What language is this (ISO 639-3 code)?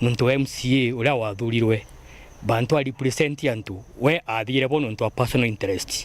mer